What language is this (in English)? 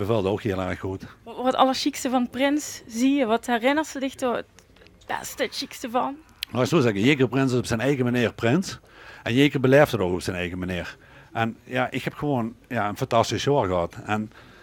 Limburgish